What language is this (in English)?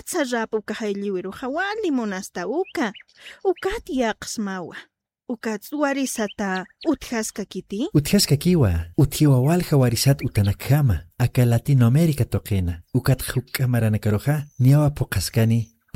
Aymara